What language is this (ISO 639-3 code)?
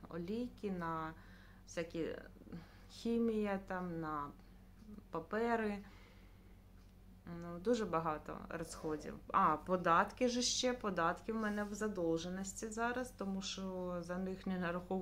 ukr